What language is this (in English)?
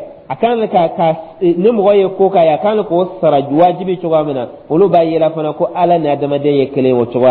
Dyula